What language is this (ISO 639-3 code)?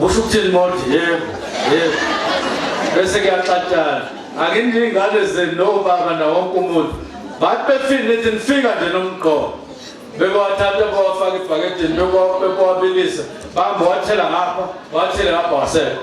zul